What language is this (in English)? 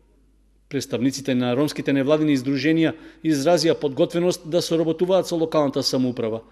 Macedonian